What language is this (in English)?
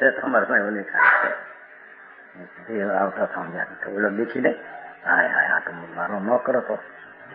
Gujarati